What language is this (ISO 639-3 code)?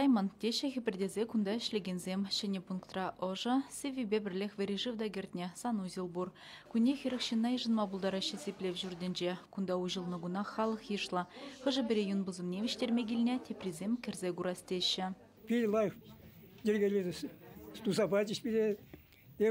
chv